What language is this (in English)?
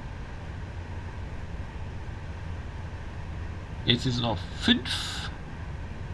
German